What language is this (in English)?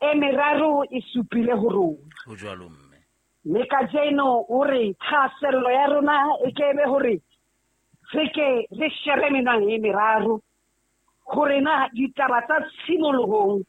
Southern Sotho